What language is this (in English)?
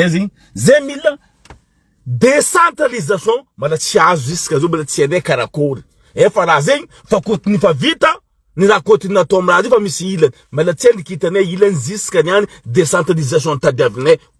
Malagasy